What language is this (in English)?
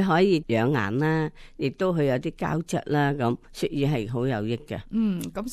Cantonese